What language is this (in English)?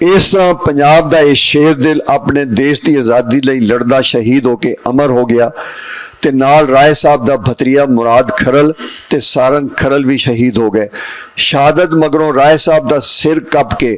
Western Panjabi